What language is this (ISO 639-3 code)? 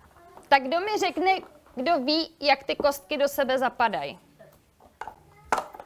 ces